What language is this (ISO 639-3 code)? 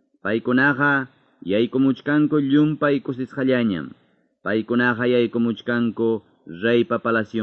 quy